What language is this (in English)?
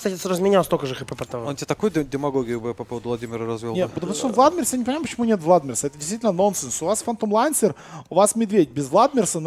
Russian